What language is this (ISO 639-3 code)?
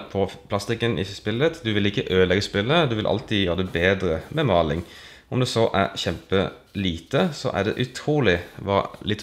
nor